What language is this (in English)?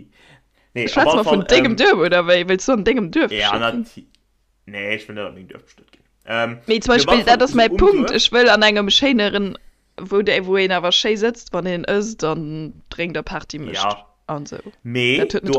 Luxembourgish